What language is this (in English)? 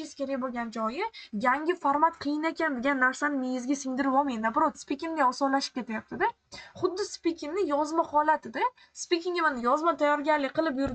Uzbek